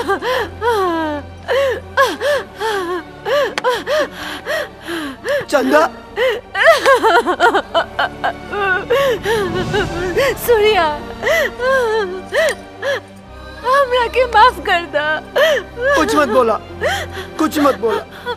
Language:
Bhojpuri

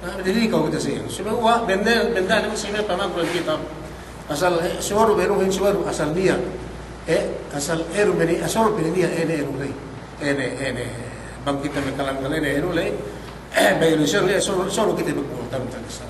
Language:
Yakan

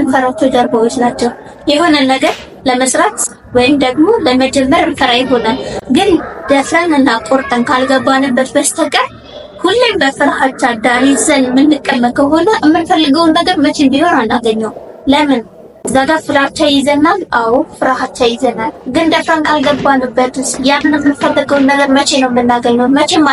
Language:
Amharic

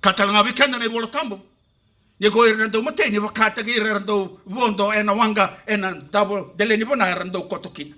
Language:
Fijian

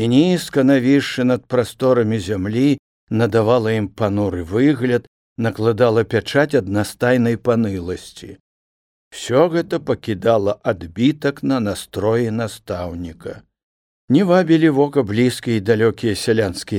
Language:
Belarusian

